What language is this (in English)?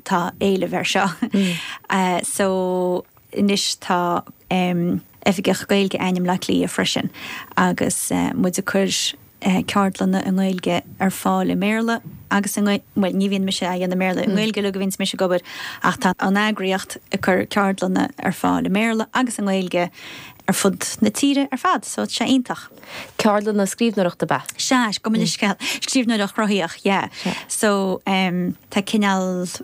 Irish